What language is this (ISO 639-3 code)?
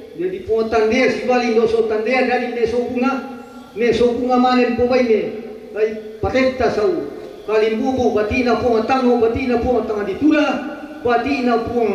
sda